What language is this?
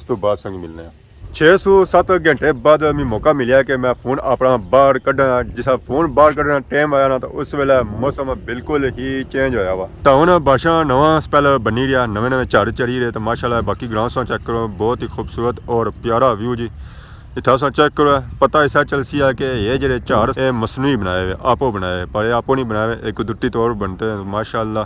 Pahari-Potwari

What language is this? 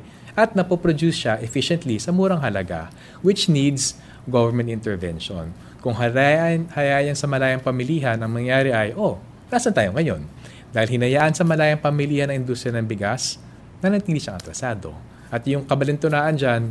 Filipino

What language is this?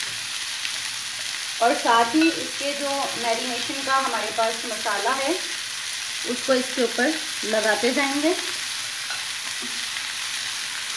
Hindi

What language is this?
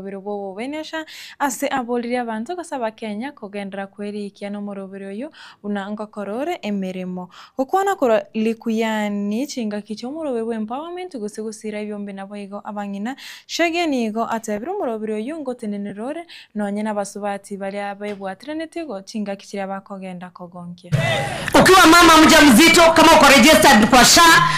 Gusii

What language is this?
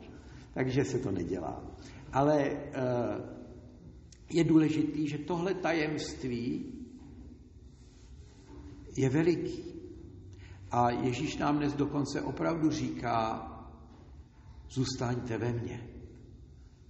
Czech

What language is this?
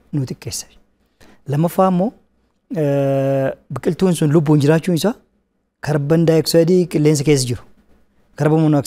Oromo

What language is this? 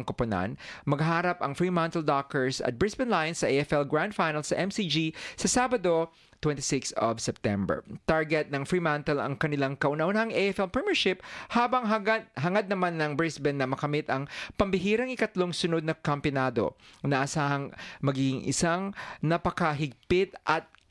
Filipino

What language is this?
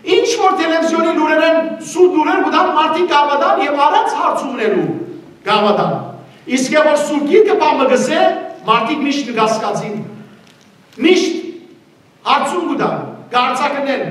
Western Armenian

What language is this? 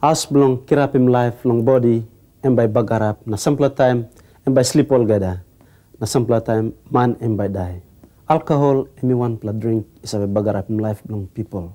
Tok Pisin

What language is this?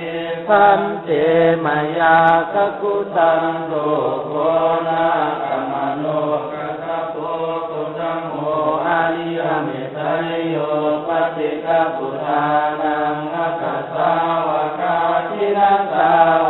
Pali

